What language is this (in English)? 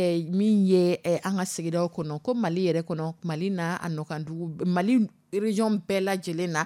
Dyula